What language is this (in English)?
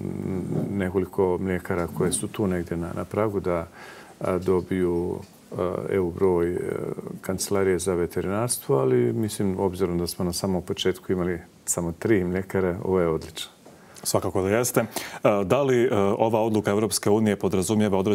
Bosnian